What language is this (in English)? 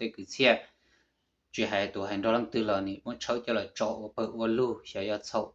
Hmong